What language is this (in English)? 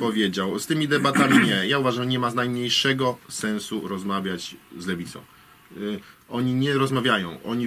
Polish